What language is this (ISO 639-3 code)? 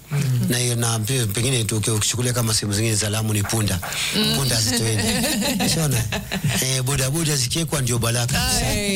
swa